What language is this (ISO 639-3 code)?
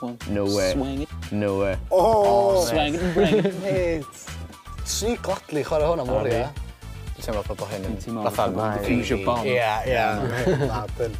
cym